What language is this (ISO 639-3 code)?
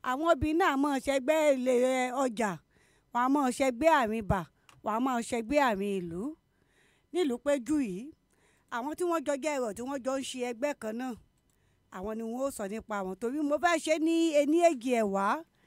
yor